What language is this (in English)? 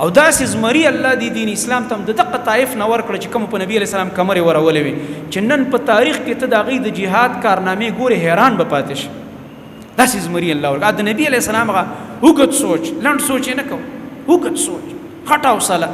Pashto